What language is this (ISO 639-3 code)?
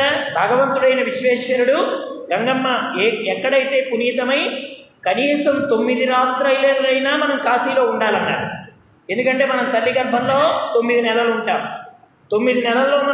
tel